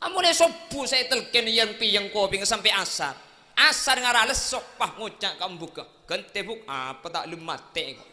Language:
Madurese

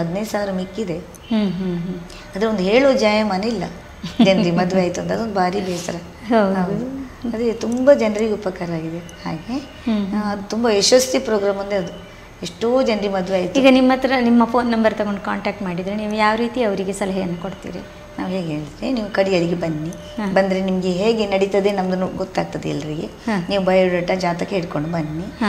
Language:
Kannada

